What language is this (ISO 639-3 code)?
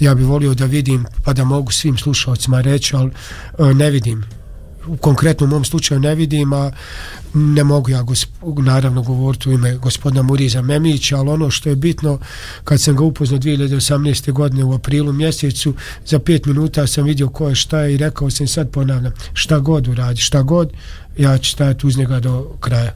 bos